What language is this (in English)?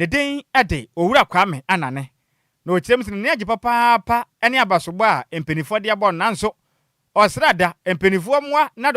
Akan